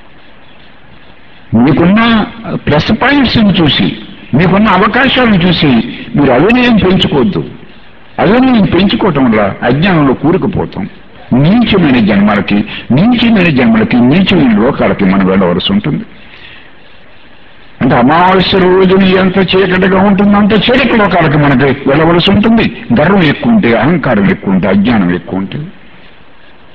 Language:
Telugu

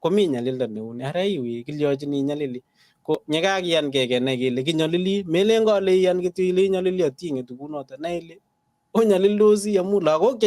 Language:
Kalenjin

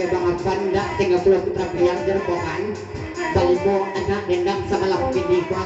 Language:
Minangkabau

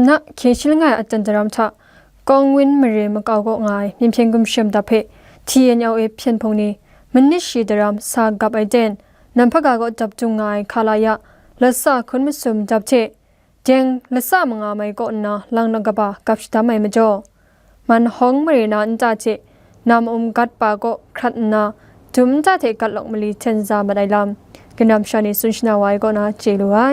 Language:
Kachin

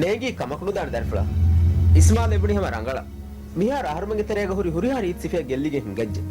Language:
Divehi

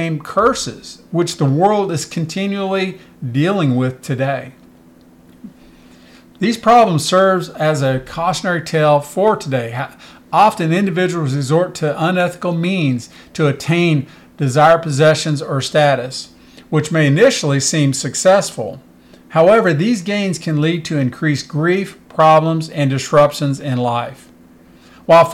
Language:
English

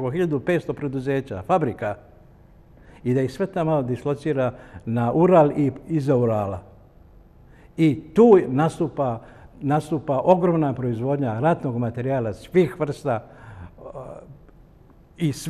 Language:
Serbian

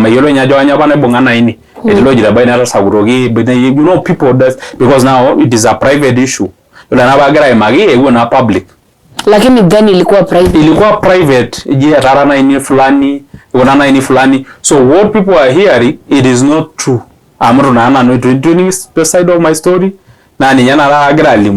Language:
Masai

